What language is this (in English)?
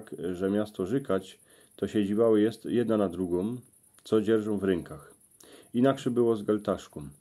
Silesian